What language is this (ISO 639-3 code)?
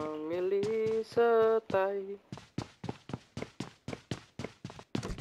ind